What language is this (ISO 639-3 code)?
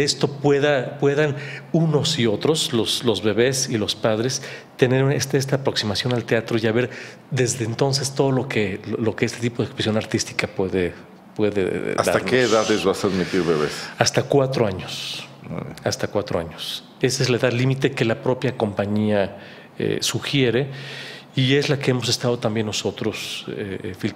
spa